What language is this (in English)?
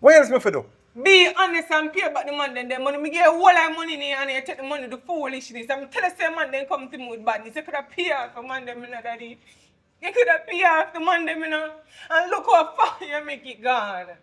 Jamaican Creole English